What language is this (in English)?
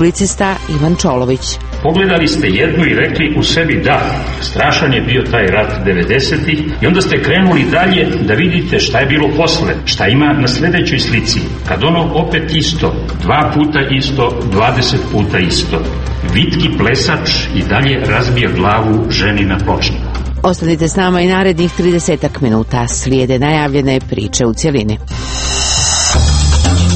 Serbian